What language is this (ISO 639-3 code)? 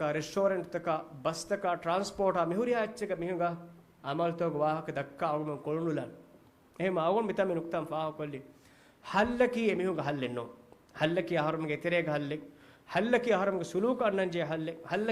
div